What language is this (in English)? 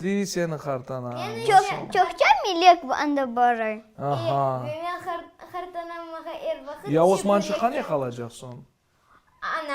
Crimean Tatar